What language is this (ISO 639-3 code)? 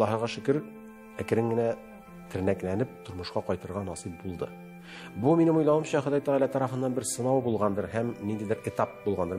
tat